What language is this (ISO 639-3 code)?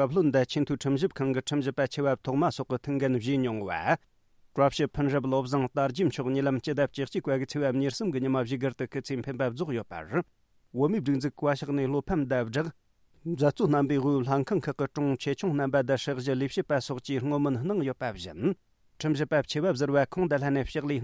bod